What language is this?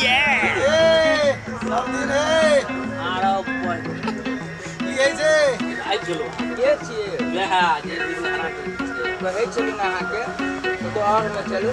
Maithili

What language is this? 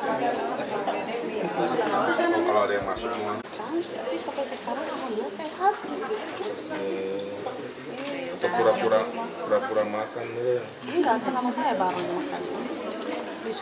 Indonesian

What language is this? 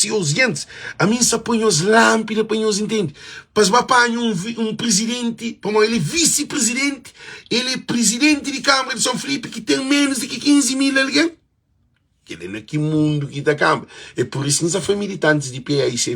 Kabuverdianu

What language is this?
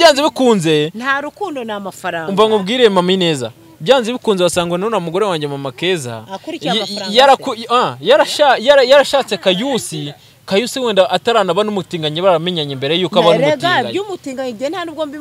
Kinyarwanda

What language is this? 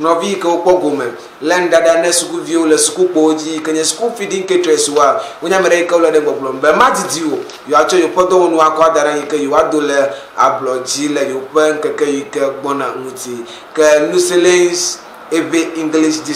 Ewe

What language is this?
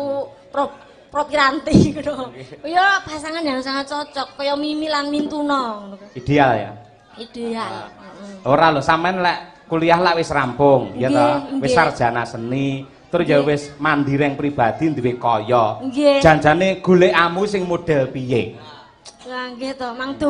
Javanese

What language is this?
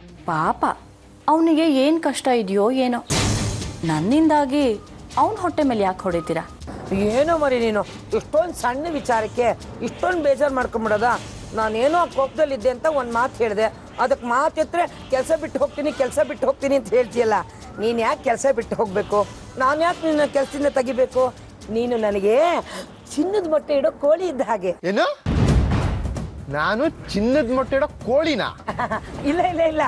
Kannada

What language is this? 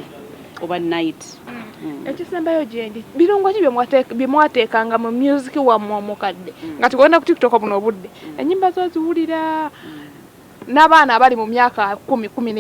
Ganda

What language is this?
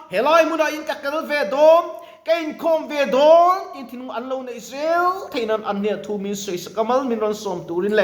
Mizo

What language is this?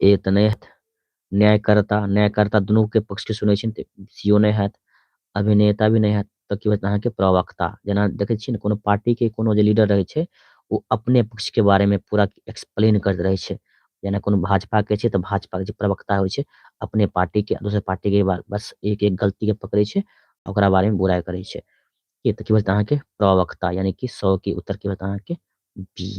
Maithili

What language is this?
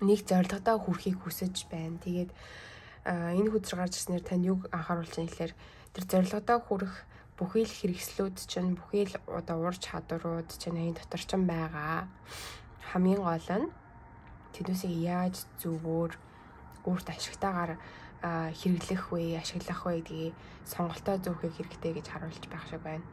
Mongolian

